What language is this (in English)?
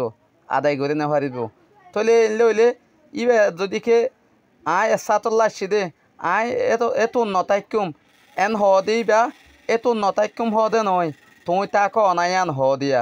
Rohingya